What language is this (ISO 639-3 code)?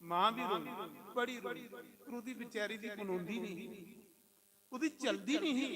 doi